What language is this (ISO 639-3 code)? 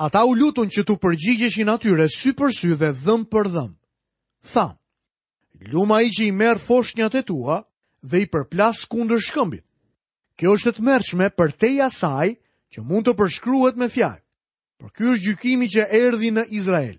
sqi